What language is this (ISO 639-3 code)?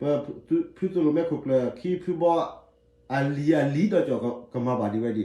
ksw